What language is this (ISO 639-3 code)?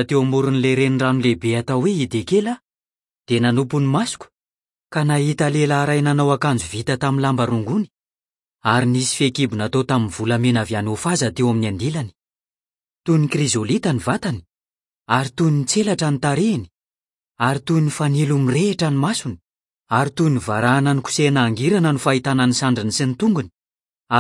mlg